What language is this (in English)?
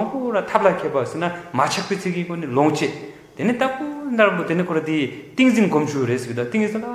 Tibetan